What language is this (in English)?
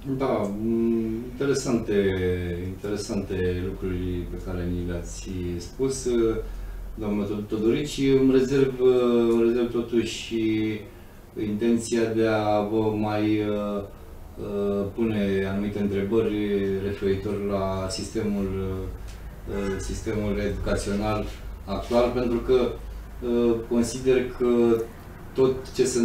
Romanian